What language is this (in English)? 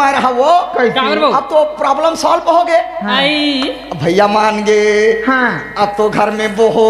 Chhattisgarhi